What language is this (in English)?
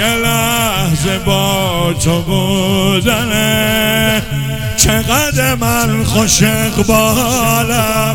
Persian